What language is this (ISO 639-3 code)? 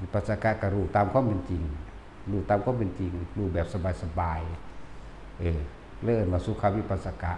tts